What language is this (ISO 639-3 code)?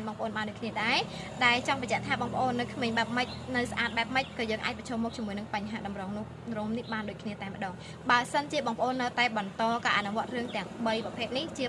khm